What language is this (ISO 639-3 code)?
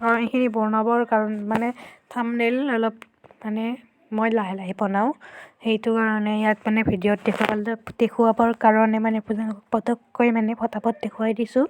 asm